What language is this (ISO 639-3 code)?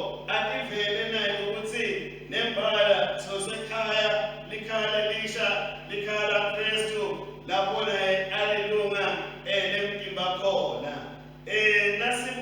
ssw